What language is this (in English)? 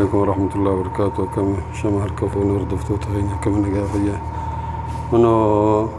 Oromo